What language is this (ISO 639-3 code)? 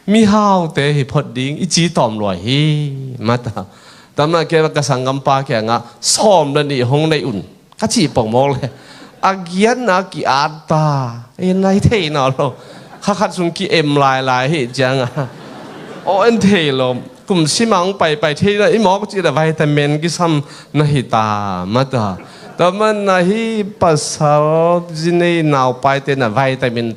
ctd